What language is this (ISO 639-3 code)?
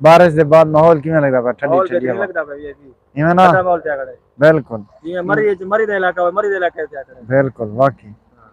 skr